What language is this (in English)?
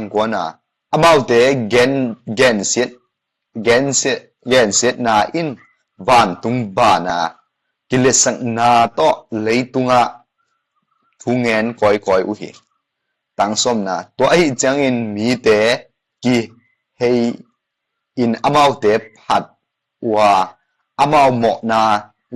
Tedim Chin